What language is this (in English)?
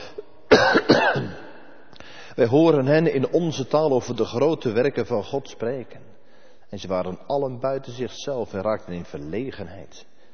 Dutch